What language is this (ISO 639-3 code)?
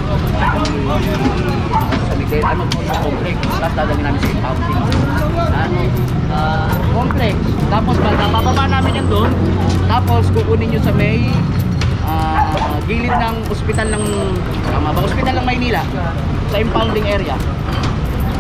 fil